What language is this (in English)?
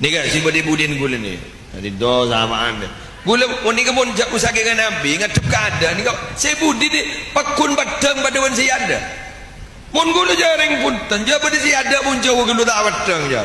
Madurese